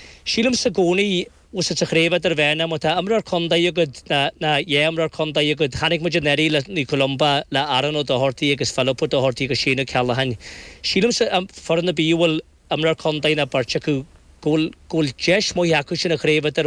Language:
Irish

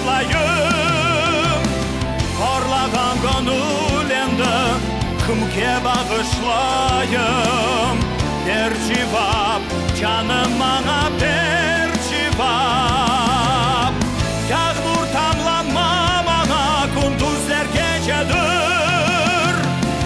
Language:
Crimean Tatar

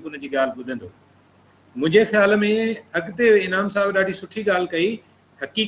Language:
Sindhi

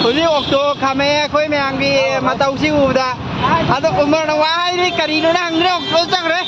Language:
Manipuri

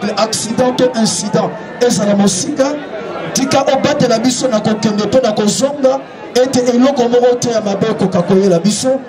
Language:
Lingala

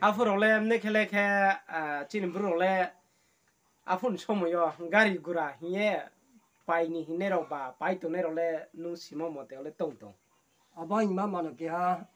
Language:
Riang (India)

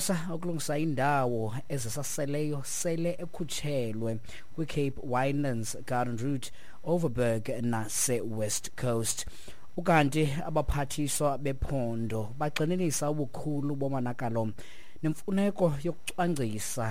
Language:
Xhosa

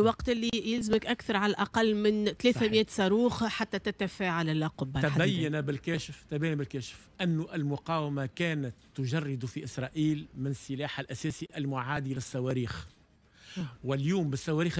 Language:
Tunisian Arabic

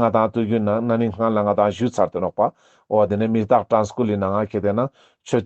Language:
Ladakhi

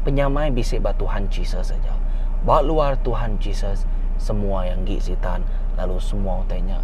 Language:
Iban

